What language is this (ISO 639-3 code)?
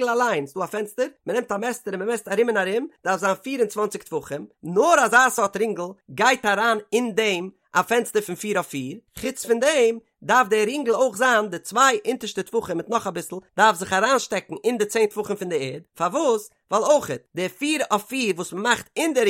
yid